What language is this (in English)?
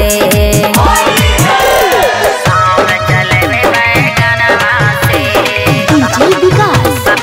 Bhojpuri